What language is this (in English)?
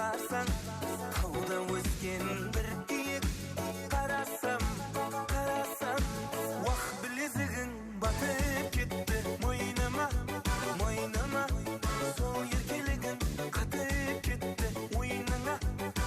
Kara-Kalpak